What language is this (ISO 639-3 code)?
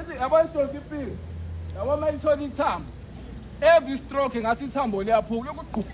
zul